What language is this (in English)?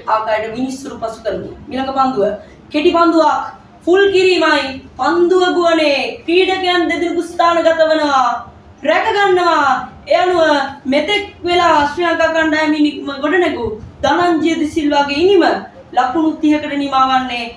Sinhala